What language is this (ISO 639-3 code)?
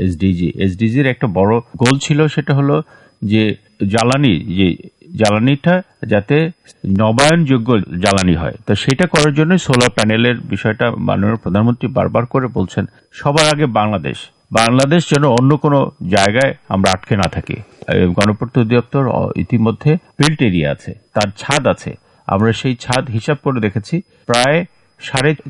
ben